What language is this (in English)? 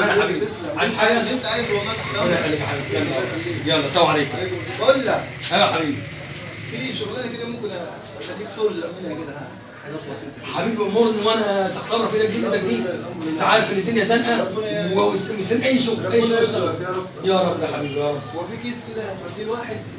Egyptian Arabic